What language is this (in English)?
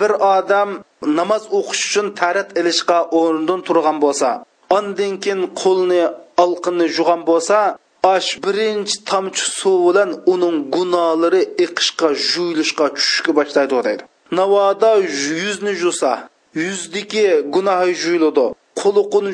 Uyghur